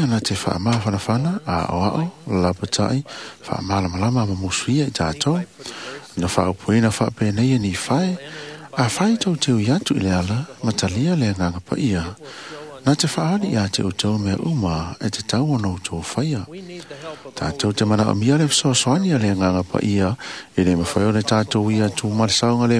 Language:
Samoan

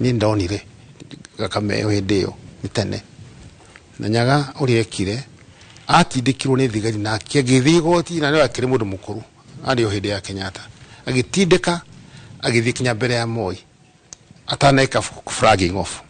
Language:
Kikuyu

